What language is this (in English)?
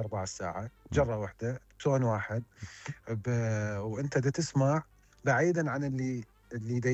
Mesopotamian Arabic